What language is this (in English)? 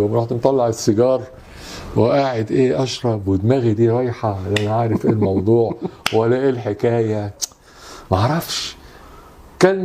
Egyptian Arabic